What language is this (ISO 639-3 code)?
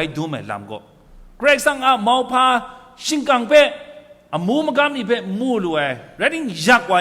kac